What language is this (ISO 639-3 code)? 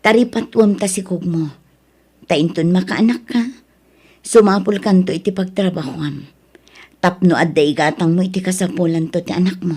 ilo